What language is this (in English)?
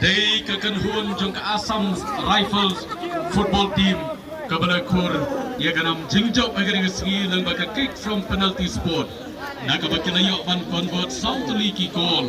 Khasi